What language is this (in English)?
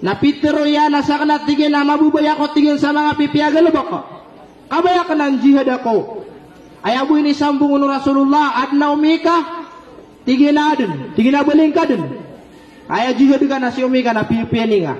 Maranao